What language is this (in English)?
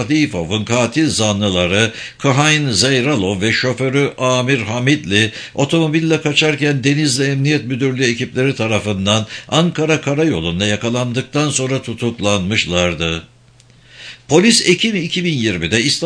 Turkish